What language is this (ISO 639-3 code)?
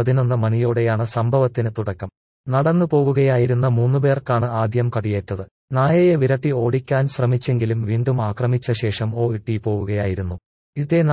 mal